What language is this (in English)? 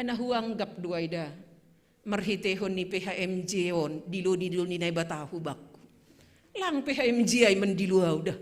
Batak Simalungun